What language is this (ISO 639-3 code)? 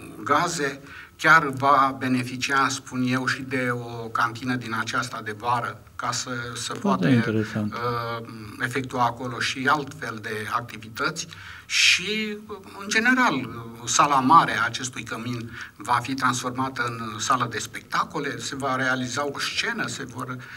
ron